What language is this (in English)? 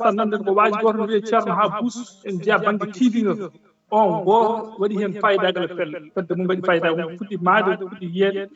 Fula